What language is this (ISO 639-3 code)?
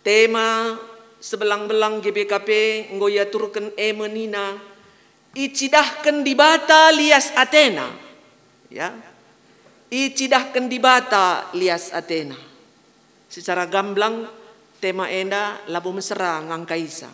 btx